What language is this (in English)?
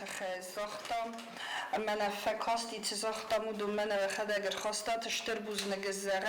Ossetic